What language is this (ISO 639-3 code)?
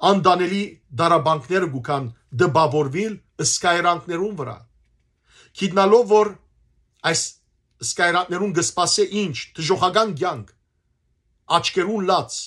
hyw